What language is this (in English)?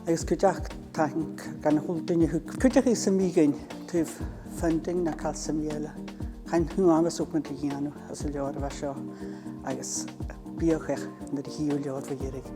Scottish Gaelic